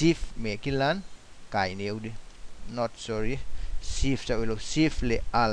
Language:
Paite Chin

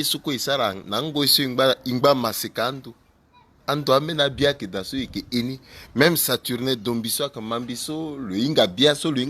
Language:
Sango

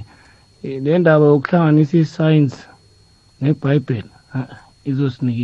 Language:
South Ndebele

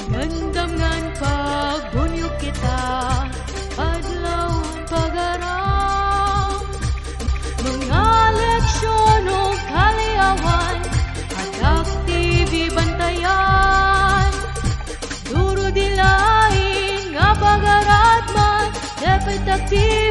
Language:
Waray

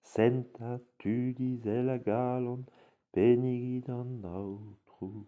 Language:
Breton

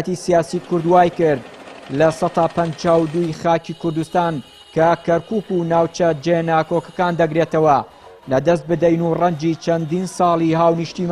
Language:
Central Kurdish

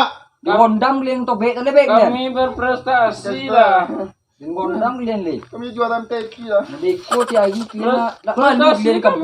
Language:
Minangkabau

